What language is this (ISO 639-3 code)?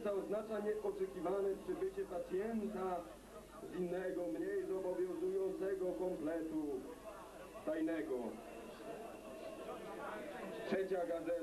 pol